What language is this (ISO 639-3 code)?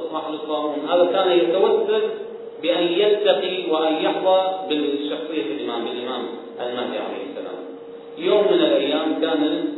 ara